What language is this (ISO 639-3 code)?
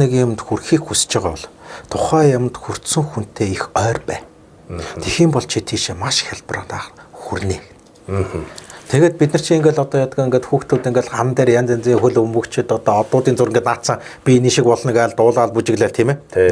mon